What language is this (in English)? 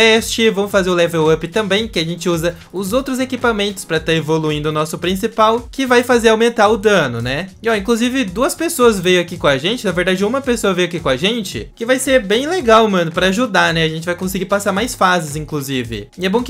Portuguese